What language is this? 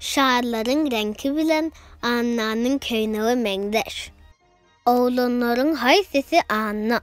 Turkmen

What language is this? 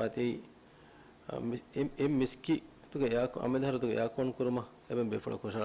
Divehi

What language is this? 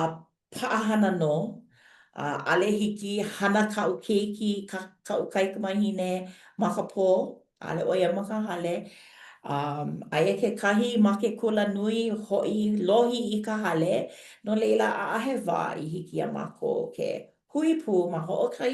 Hawaiian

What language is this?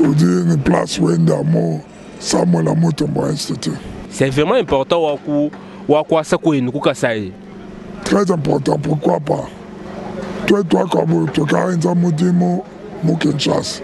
Luba-Lulua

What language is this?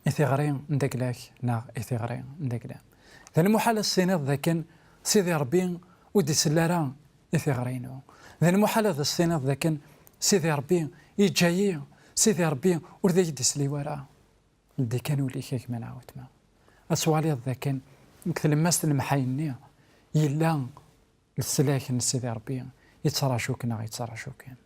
Kabyle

